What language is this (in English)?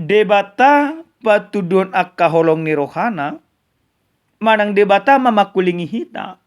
Batak Toba